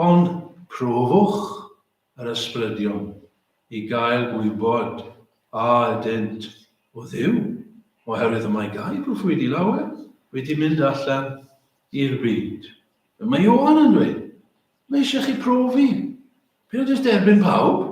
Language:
Welsh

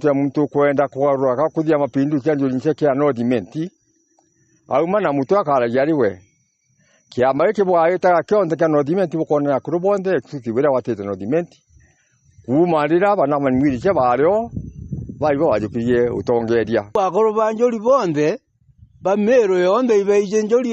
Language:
Meru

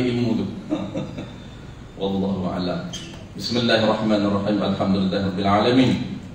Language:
Malay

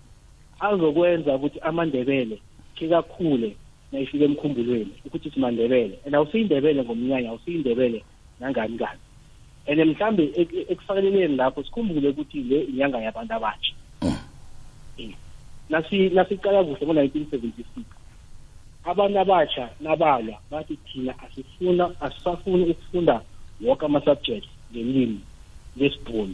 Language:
South Ndebele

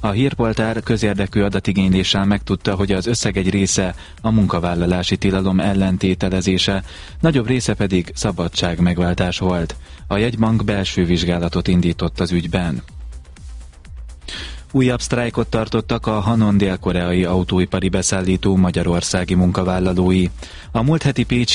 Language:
Hungarian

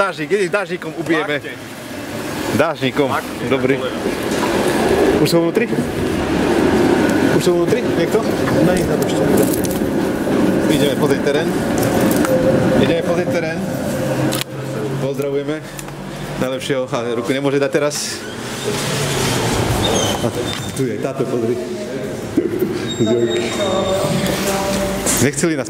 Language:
Slovak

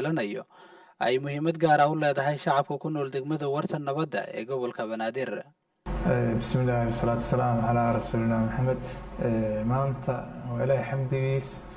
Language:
Somali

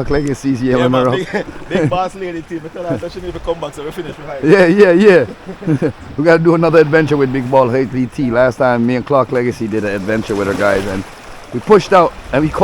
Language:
Jamaican Creole English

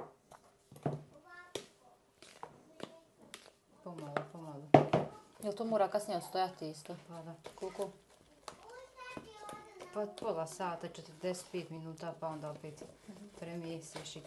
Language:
Croatian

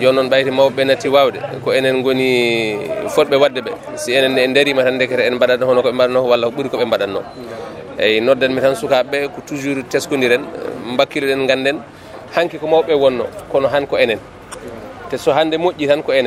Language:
Fula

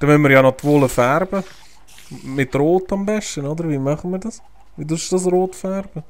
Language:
Swiss German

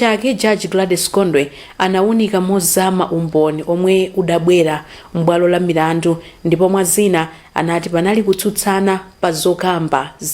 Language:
Nyanja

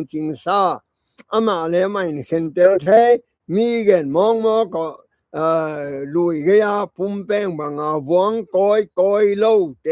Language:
Tedim Chin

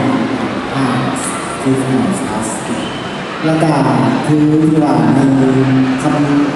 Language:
Lao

